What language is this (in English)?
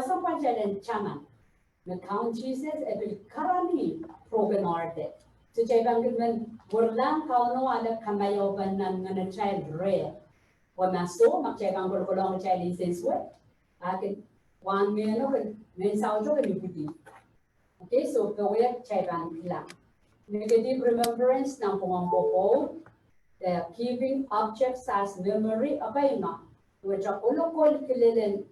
Pohnpeian